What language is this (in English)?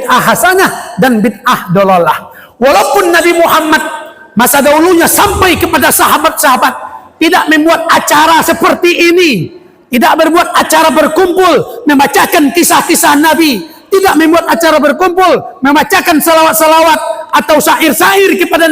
Minangkabau